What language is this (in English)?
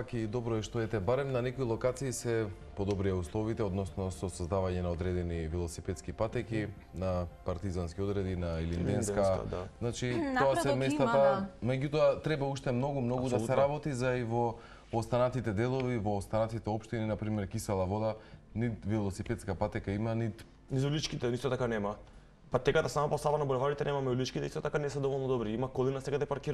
Macedonian